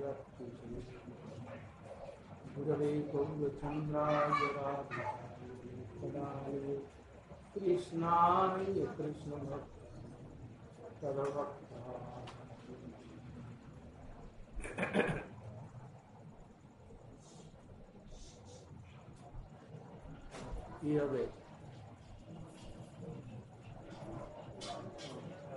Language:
Hindi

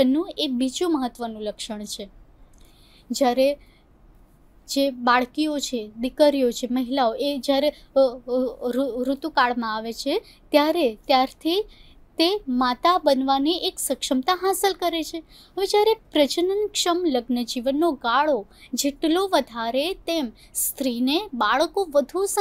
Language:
Gujarati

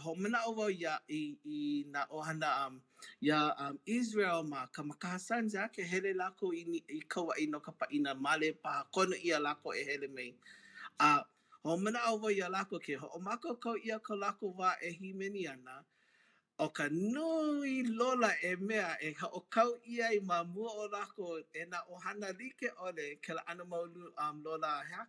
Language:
Hawaiian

